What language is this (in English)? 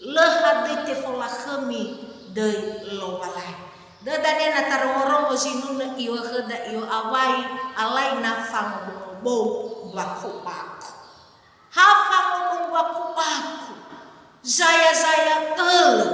Nias